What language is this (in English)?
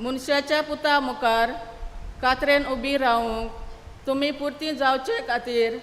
Konkani